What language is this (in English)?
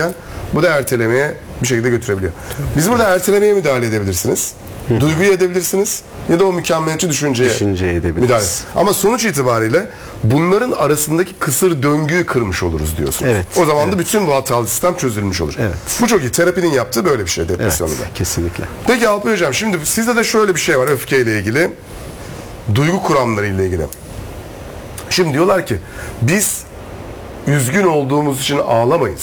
Turkish